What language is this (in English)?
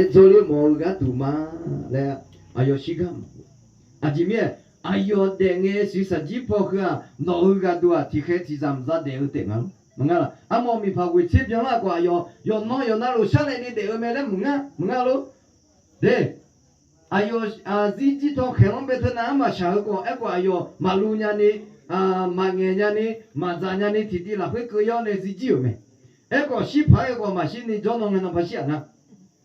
Akha